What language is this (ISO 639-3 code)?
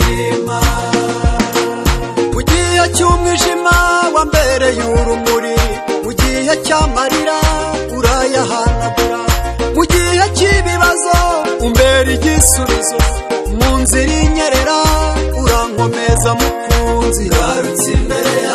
kin